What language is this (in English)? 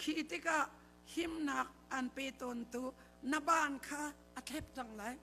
Hakha Chin